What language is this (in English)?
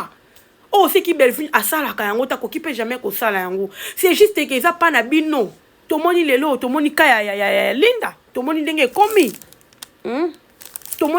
Lingala